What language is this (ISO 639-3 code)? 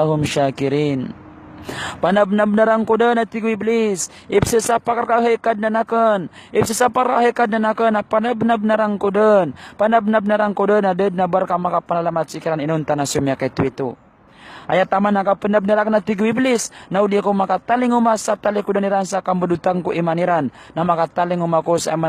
mrw